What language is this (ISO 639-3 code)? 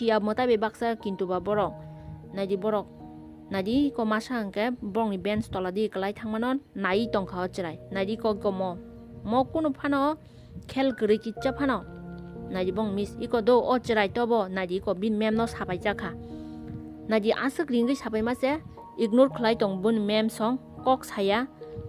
trp